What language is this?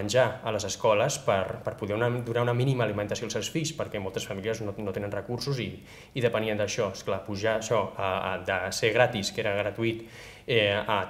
Catalan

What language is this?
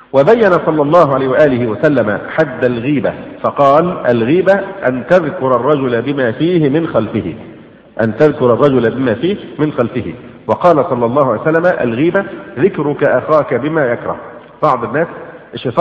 Arabic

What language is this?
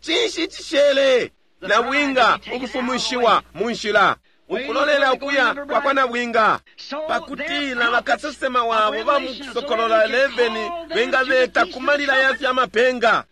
Bemba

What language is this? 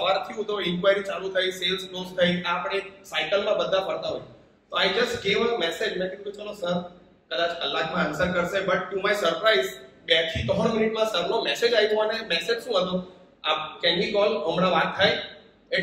Gujarati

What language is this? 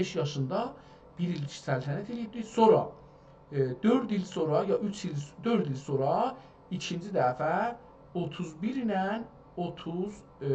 South Azerbaijani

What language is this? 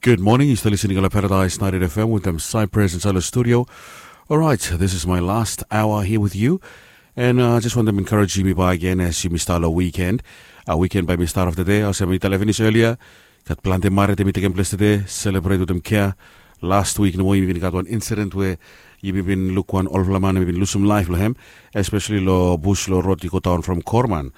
Bislama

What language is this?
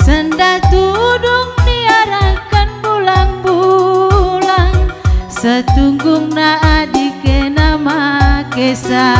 Batak Karo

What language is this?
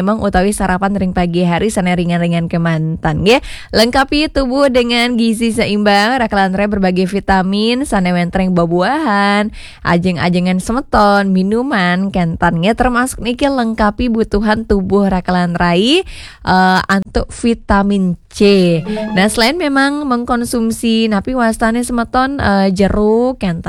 Balinese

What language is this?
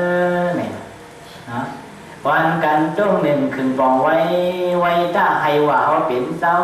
Shan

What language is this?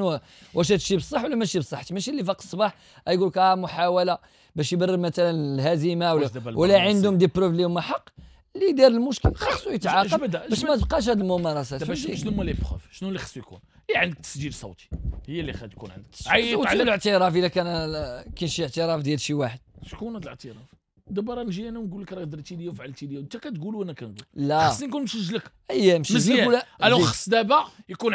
Moroccan Arabic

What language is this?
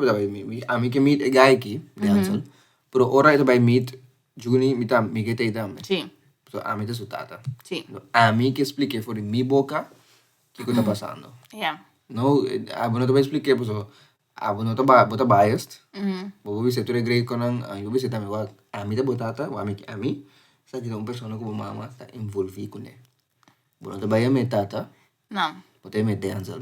Papiamento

